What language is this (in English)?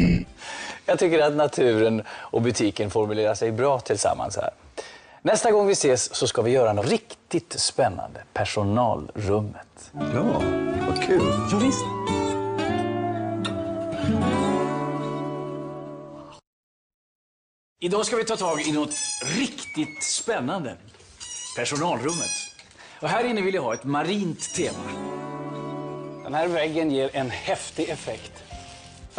Swedish